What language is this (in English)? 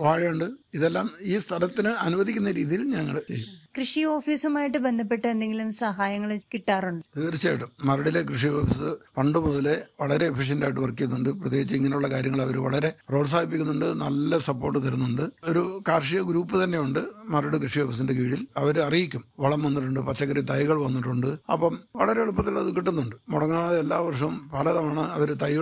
Malayalam